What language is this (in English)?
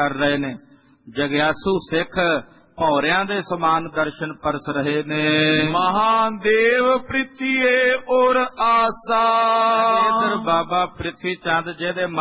Punjabi